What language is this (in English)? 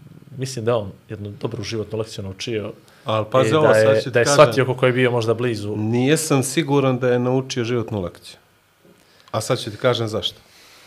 Bosnian